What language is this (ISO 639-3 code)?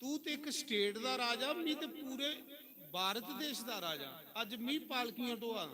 doi